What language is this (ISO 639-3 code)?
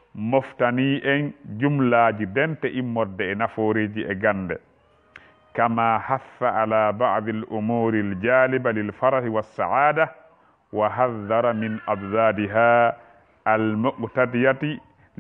ful